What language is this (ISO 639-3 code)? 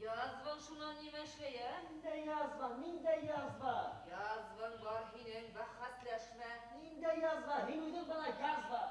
bak